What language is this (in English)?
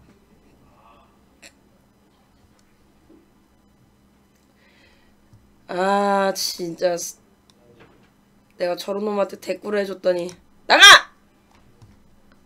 Korean